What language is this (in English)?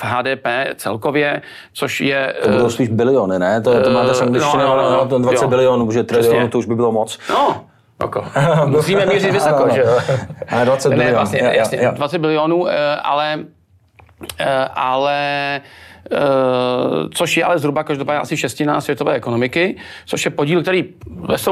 Czech